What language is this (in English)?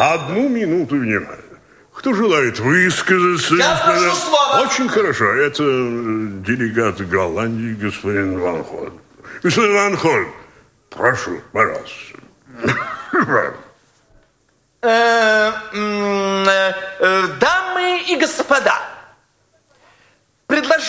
Russian